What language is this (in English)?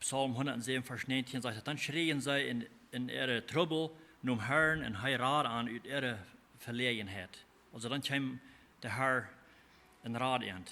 Plautdietsch